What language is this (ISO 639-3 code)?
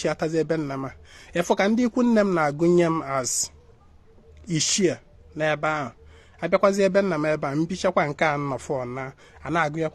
ibo